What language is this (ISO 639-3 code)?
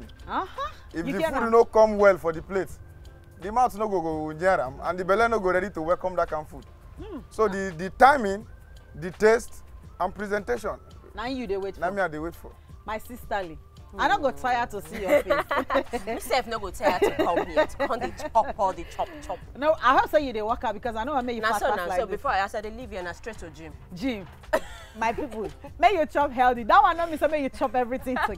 pcm